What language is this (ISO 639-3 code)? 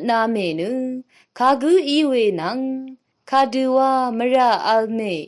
raw